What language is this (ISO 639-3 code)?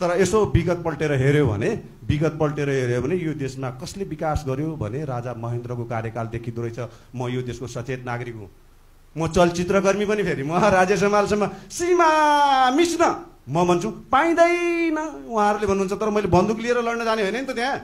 nep